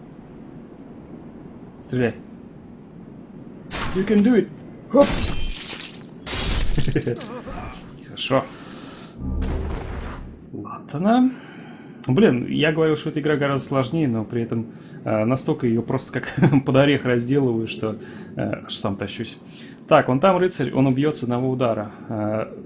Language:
Russian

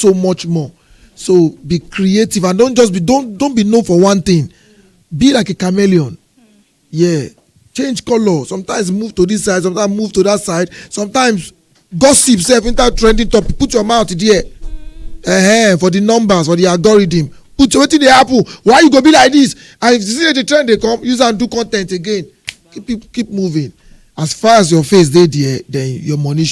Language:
Nigerian Pidgin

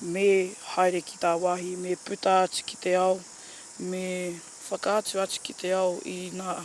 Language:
Māori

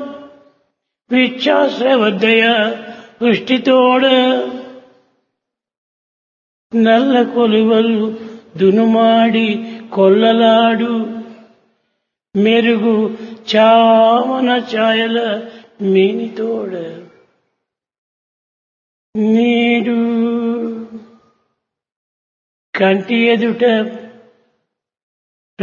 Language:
Telugu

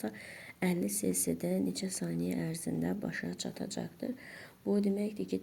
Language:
Azerbaijani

